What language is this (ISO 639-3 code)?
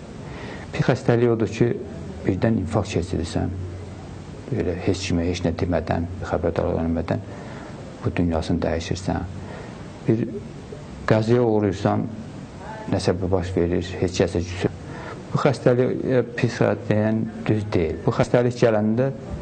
aze